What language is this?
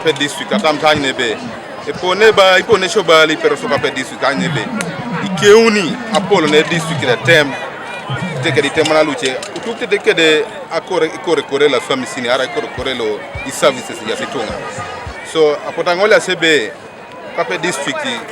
Teso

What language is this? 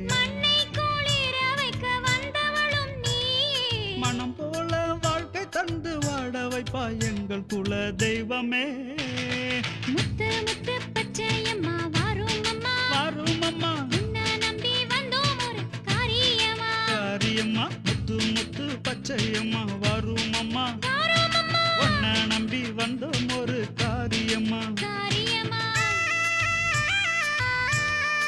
Tamil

